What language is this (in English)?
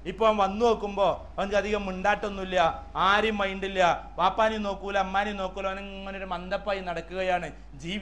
Malayalam